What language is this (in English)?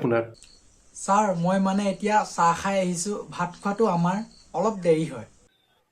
Assamese